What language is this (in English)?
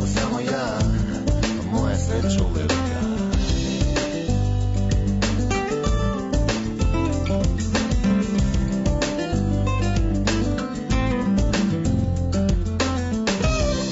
Serbian